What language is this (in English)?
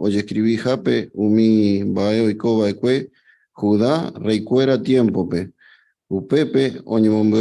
Guarani